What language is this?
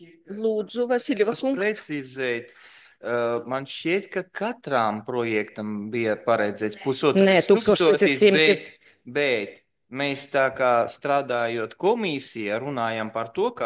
Latvian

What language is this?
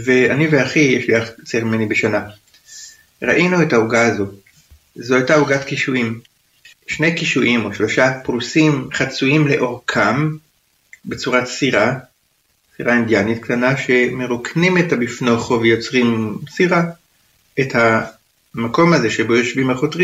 Hebrew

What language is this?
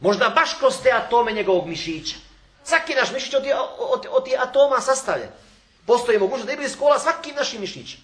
Bosnian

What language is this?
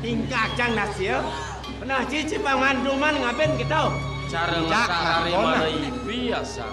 Balinese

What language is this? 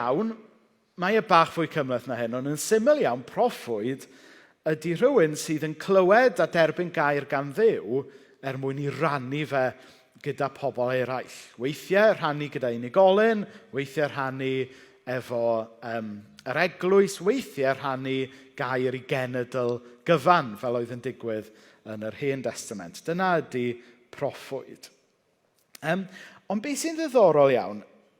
Welsh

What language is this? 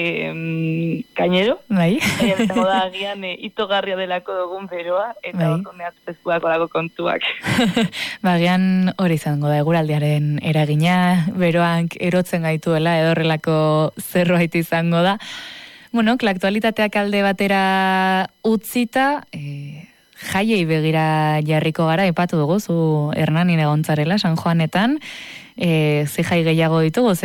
Basque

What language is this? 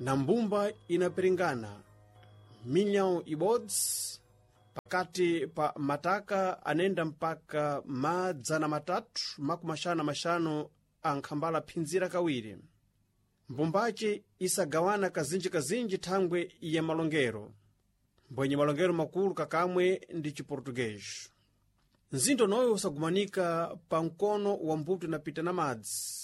Sena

